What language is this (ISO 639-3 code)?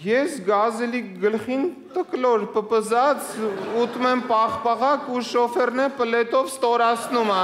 hye